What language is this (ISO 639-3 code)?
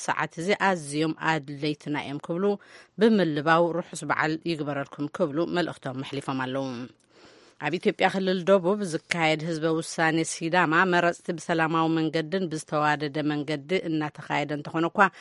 tir